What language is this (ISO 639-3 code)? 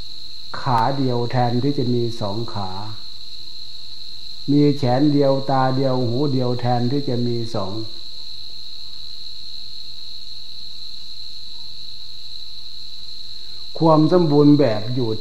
tha